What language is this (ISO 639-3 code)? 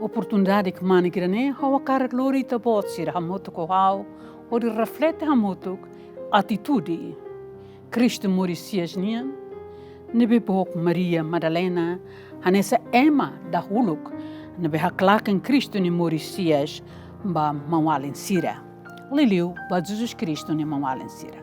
tet